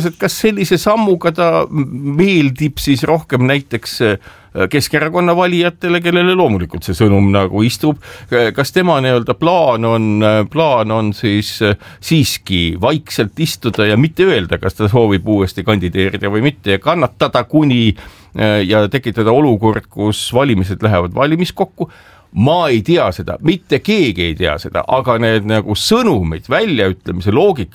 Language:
Estonian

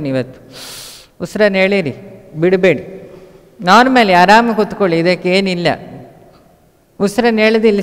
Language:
Kannada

